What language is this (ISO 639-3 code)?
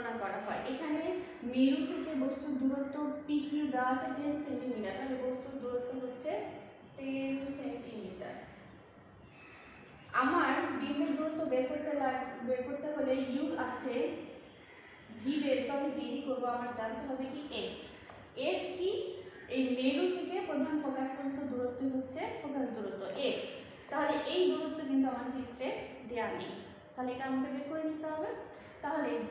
ben